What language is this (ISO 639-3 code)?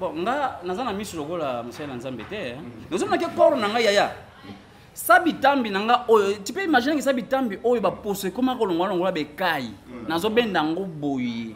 lin